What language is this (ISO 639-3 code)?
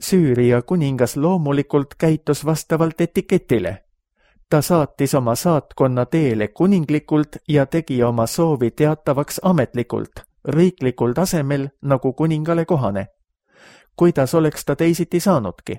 est